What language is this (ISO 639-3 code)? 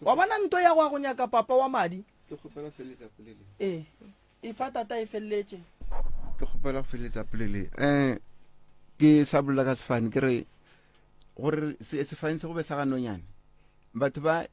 nso